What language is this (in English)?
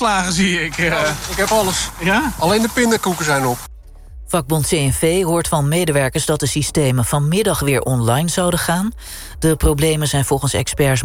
Dutch